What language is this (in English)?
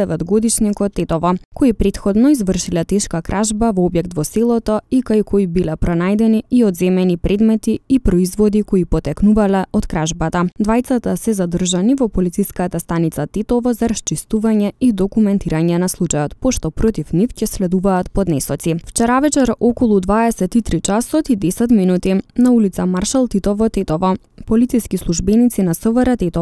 Macedonian